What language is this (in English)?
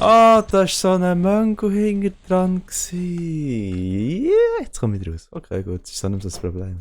Swiss German